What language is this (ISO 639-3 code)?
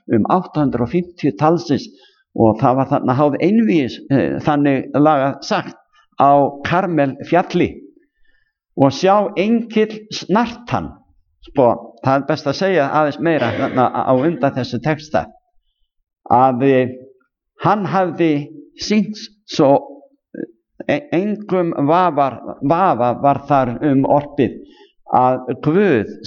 isl